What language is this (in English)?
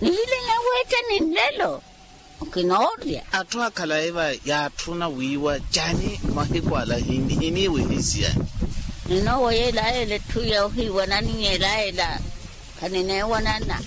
Makhuwa